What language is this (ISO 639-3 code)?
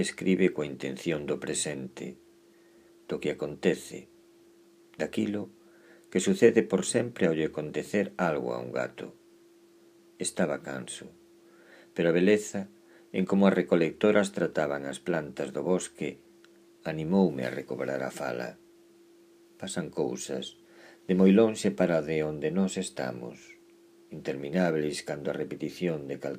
glg